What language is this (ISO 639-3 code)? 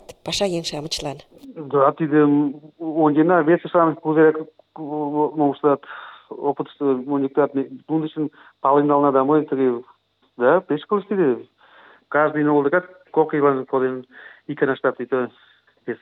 chm